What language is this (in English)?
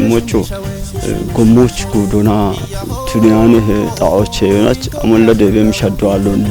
Kafa